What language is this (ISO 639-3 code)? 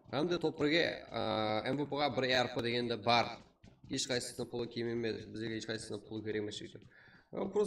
kaa